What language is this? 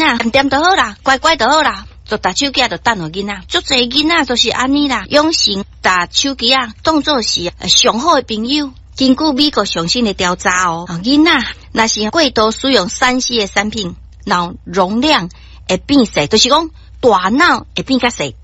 Min Nan Chinese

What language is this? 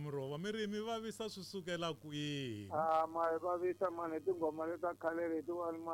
Tsonga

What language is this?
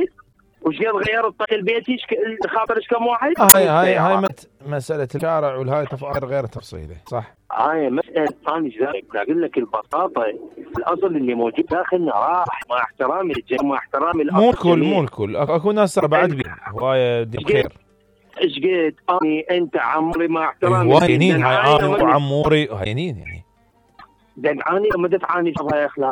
Mesopotamian Arabic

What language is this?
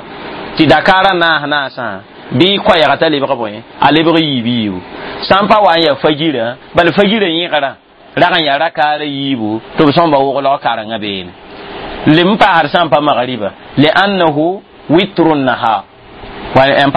Mossi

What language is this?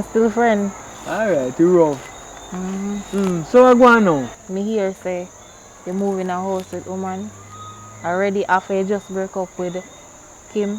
Jamaican Creole English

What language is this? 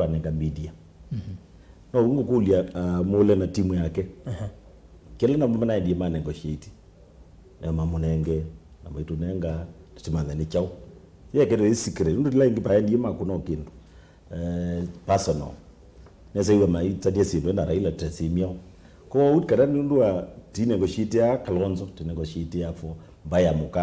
Kamba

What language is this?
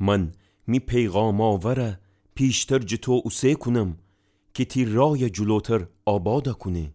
Gilaki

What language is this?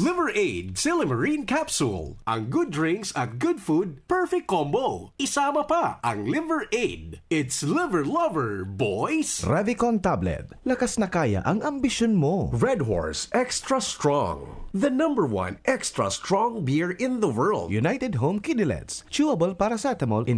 Bikol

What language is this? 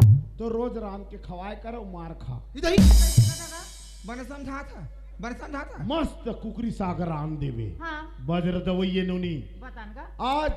Chhattisgarhi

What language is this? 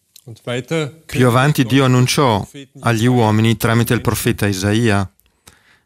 Italian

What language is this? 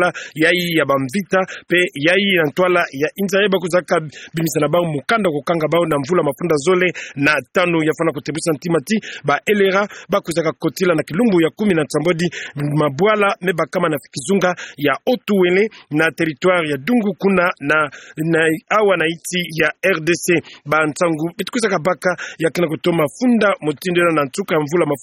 Kituba (Democratic Republic of Congo)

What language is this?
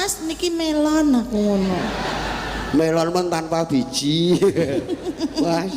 Javanese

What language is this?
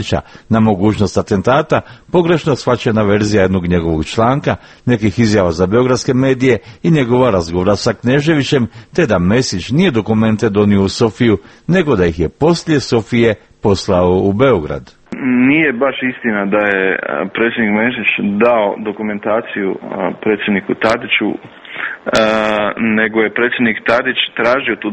Croatian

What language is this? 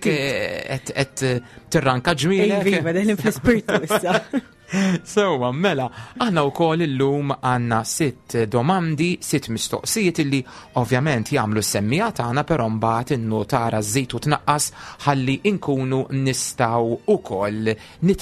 Maltese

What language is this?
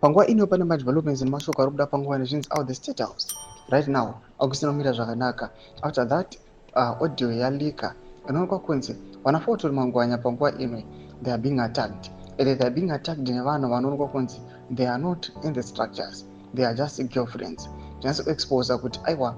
Shona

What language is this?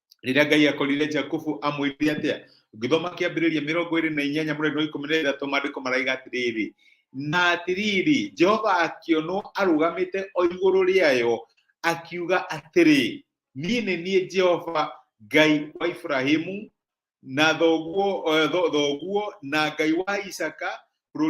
Kikuyu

